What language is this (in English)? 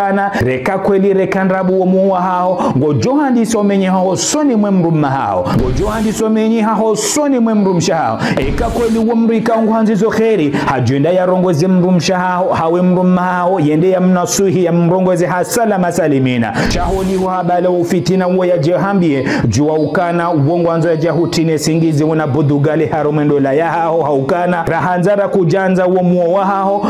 Ngazidja Comorian